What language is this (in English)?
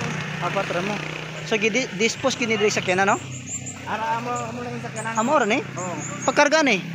Cebuano